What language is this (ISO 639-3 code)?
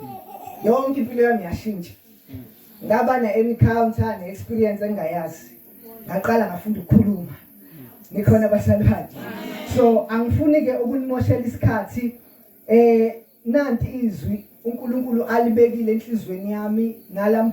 zul